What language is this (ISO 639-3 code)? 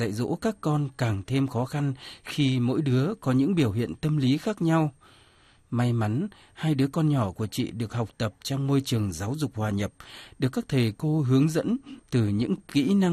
vie